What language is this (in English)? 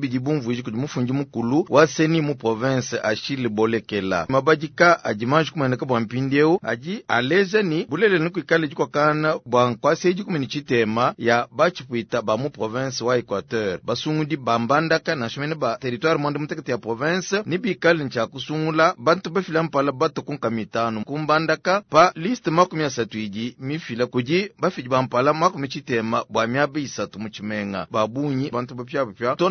Luba-Lulua